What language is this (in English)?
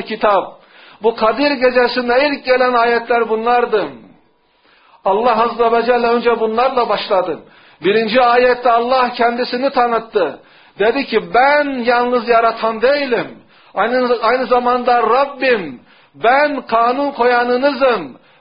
Turkish